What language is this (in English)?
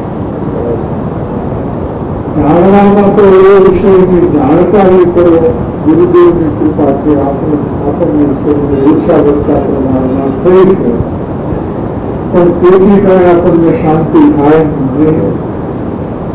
Gujarati